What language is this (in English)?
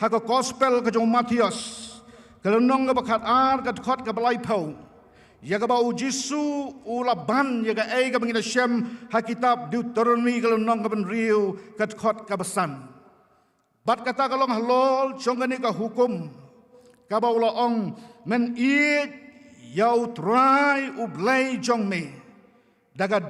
Khasi